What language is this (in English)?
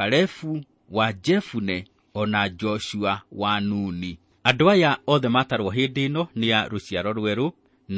Kikuyu